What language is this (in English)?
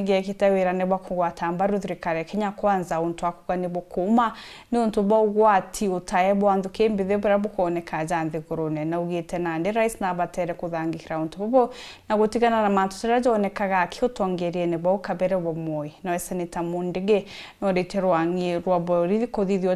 Meru